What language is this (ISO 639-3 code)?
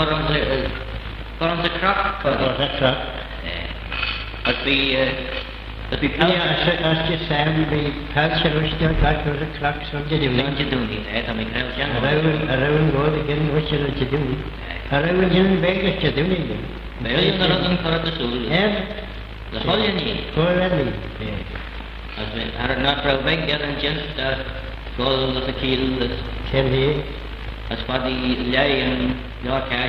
glv